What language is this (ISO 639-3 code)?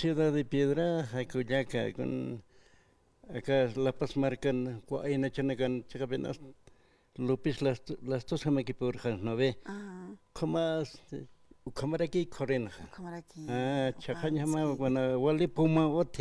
aym